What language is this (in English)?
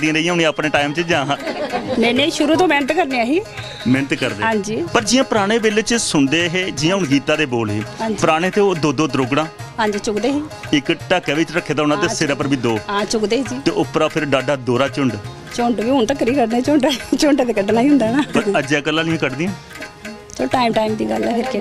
Dogri